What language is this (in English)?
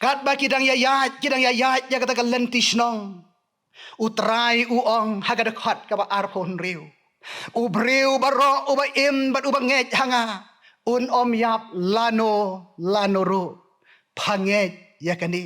Khasi